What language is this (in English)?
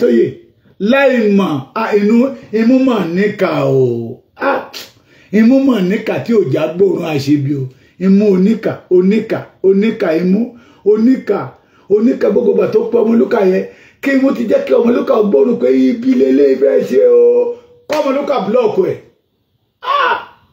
Yoruba